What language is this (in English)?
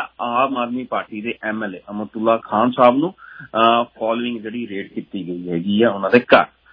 Punjabi